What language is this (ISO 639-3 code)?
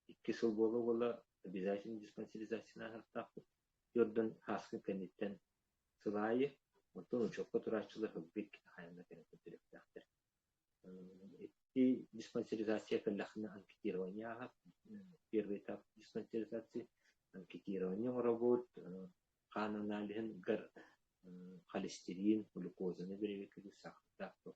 sah